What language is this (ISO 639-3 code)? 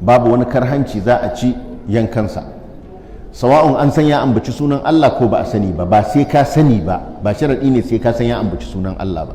hau